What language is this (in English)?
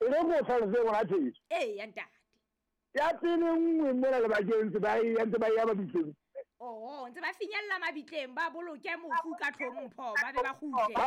Southern Sotho